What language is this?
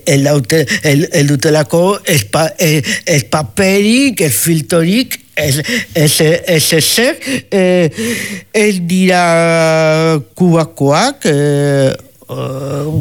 Basque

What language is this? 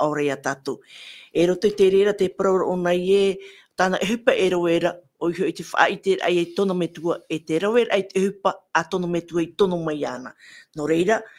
Tahitian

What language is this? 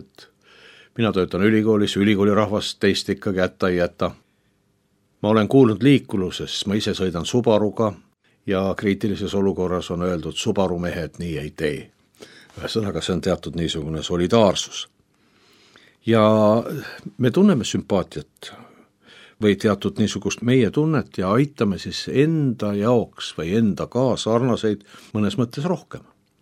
Estonian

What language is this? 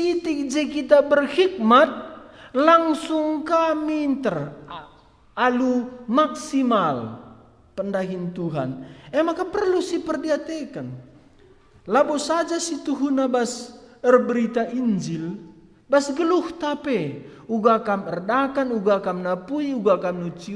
Batak Karo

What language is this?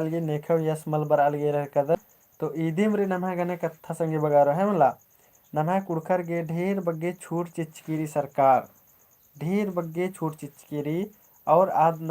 Kurukh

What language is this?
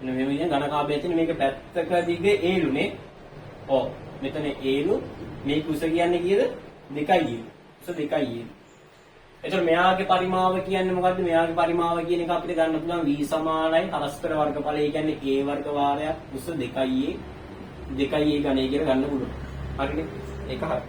Sinhala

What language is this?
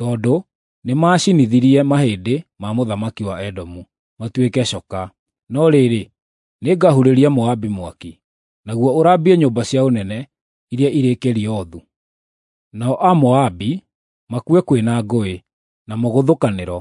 Kikuyu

